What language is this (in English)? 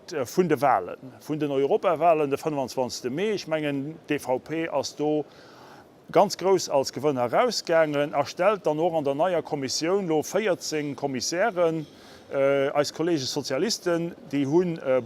Luxembourgish